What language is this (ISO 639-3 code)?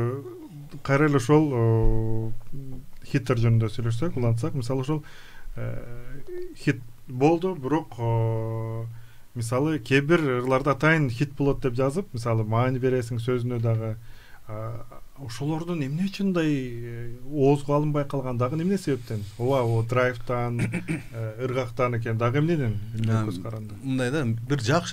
kir